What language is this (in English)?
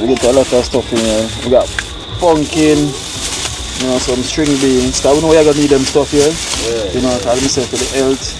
Jamaican Creole English